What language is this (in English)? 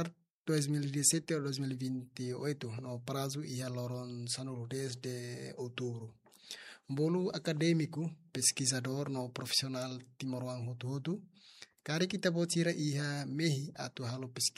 Tetum